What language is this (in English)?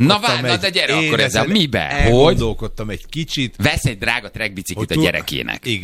Hungarian